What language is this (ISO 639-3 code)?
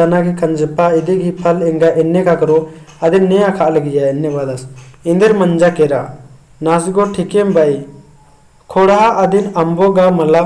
kru